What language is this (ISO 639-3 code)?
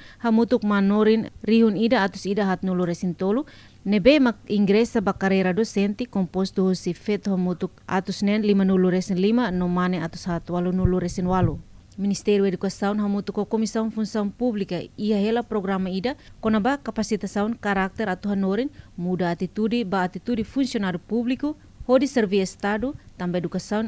tet